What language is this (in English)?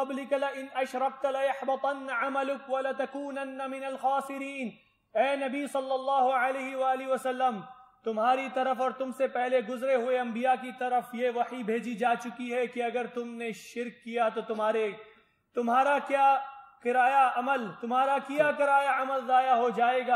Urdu